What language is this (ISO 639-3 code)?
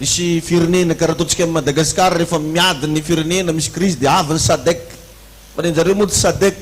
mlg